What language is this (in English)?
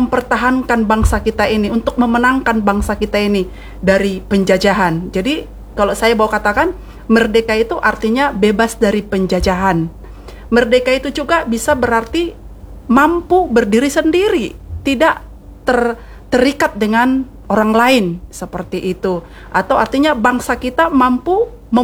Indonesian